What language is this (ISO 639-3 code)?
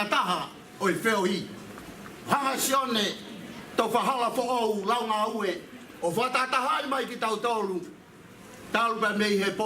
ton